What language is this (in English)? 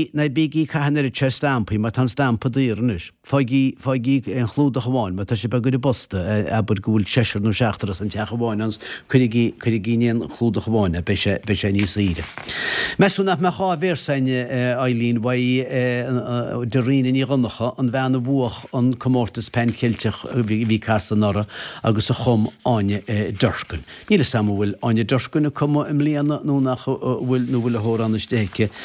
Irish